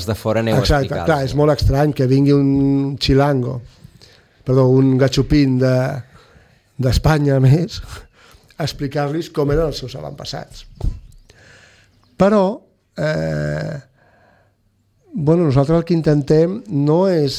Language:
Catalan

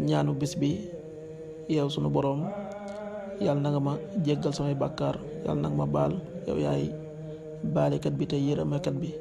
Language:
Wolof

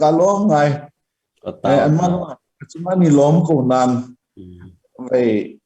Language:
Hakha Chin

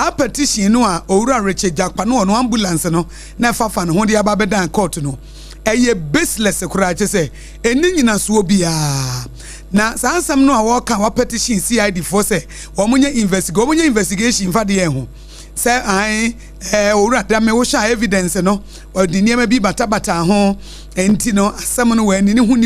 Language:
Akan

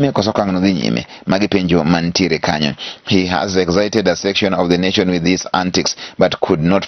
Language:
Luo (Kenya and Tanzania)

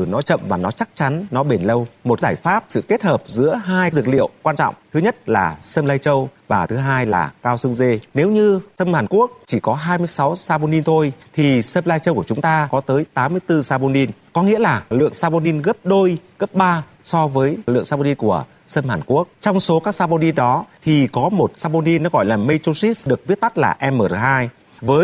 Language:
Vietnamese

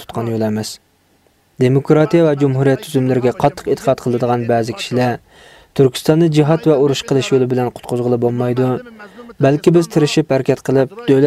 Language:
Uyghur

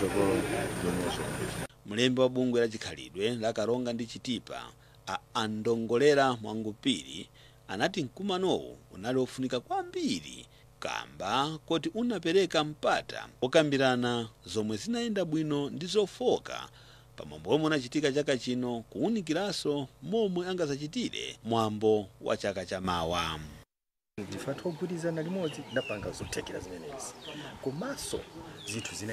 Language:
Nyanja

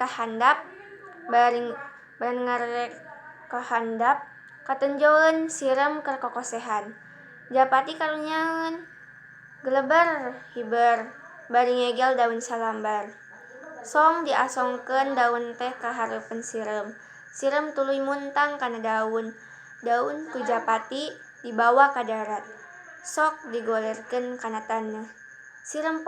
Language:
Sundanese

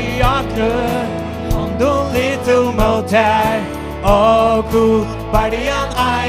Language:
Faroese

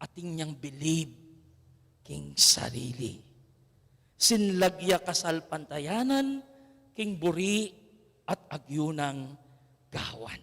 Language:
Pampanga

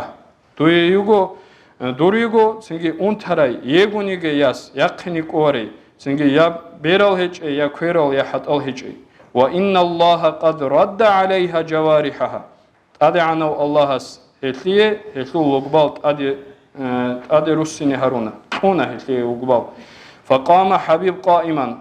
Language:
Avaric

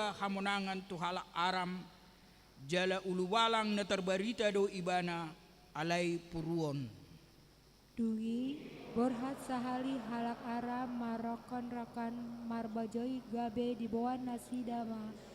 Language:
Batak Toba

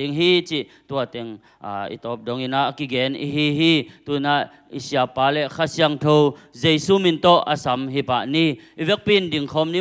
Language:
Tedim Chin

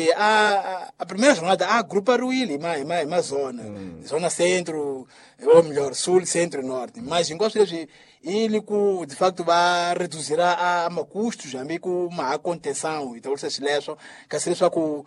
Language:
Tsonga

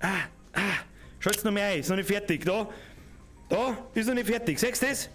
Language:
Bavarian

